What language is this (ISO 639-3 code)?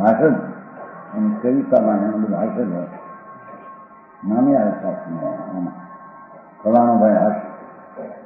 guj